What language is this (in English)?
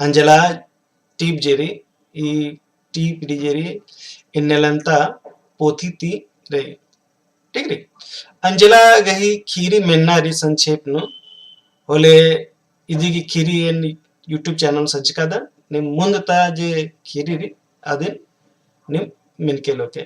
Kurukh